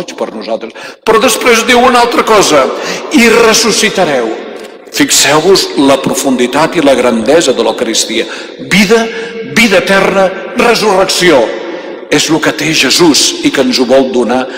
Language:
Catalan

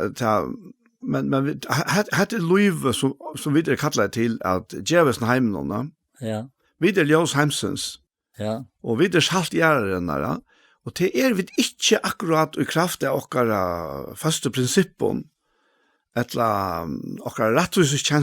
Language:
Faroese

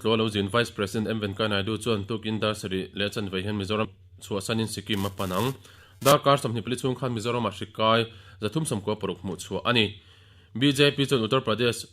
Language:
Mizo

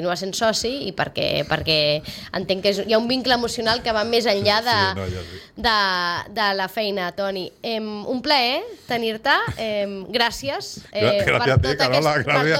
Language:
Catalan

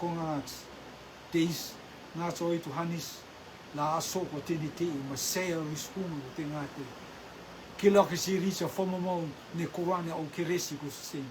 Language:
Rotuman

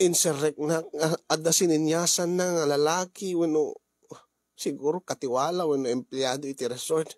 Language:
Iloko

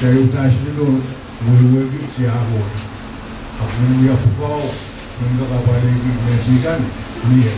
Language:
Pohnpeian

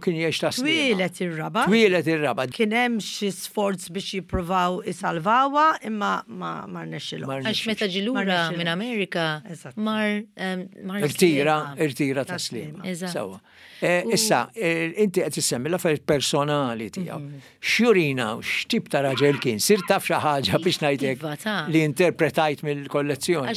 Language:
Maltese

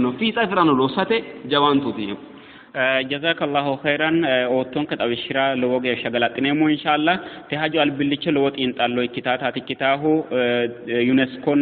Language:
Sidamo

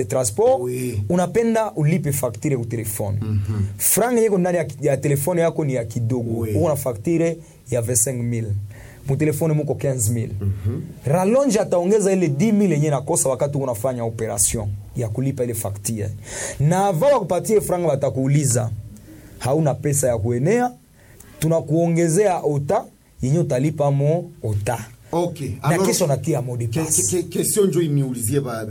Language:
Swahili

